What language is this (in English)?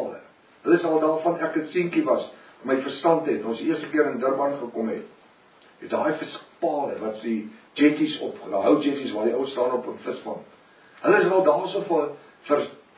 Afrikaans